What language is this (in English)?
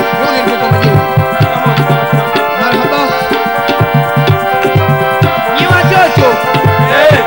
Swahili